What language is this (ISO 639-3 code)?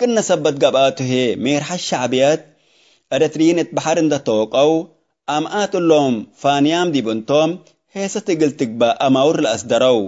tig